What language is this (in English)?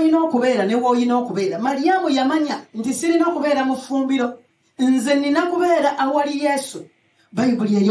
Ganda